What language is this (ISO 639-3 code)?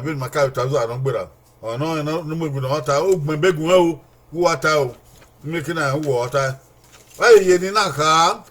bin